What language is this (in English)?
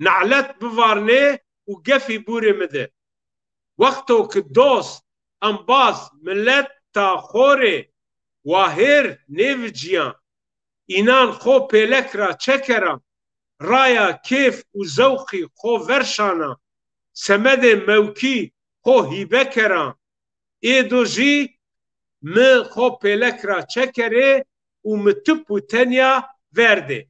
Zaza